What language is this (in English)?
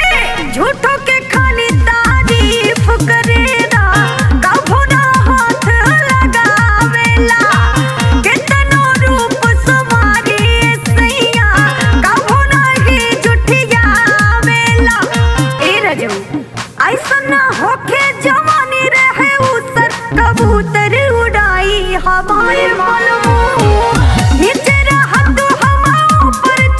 Bhojpuri